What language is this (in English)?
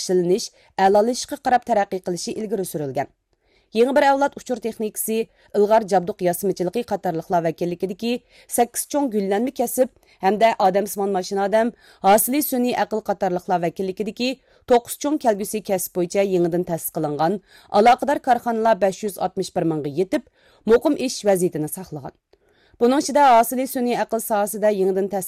Uyghur